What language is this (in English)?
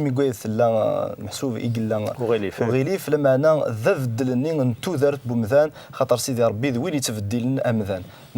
Kabyle